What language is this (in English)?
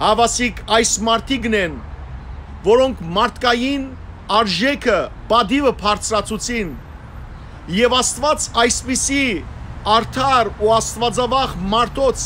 Western Armenian